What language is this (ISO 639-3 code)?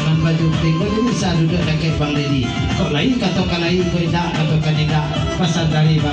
min